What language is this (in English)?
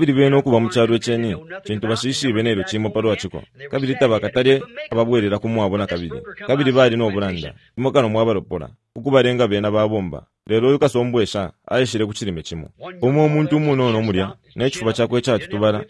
Bemba